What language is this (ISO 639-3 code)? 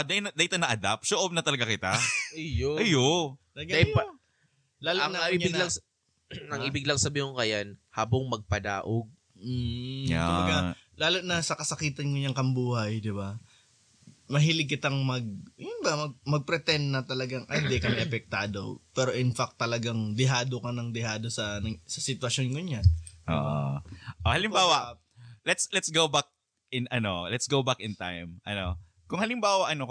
bik